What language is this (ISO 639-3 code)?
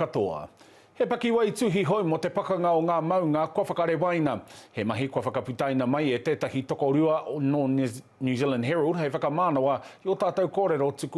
mri